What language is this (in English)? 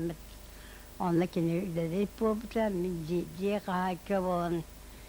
Yakut